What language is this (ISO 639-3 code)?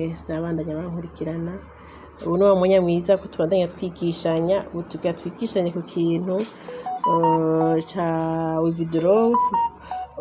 run